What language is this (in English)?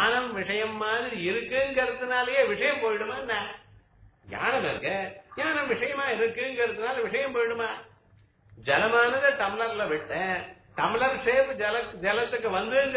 Tamil